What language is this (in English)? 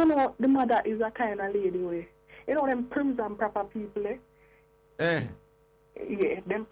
Jamaican Creole English